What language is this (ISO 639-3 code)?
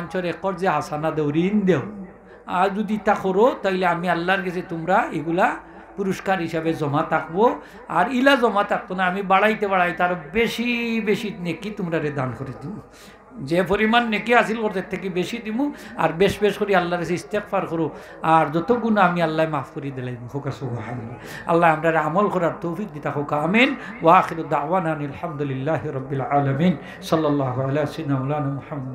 syl